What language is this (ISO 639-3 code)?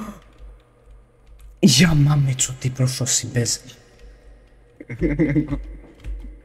hrv